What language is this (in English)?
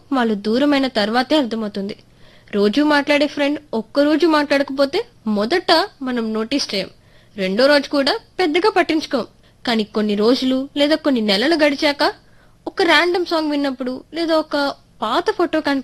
Telugu